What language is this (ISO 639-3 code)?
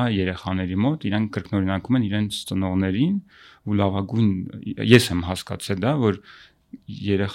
hye